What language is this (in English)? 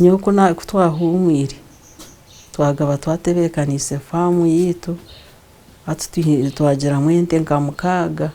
Nyankole